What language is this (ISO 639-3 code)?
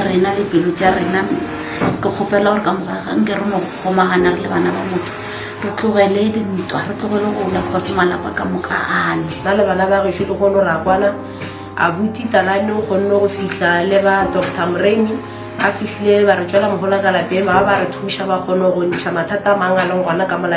nso